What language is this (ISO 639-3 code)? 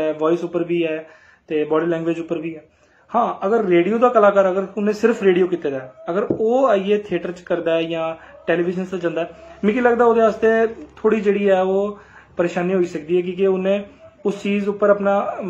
doi